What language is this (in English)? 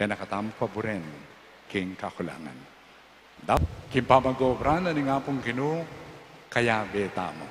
Pampanga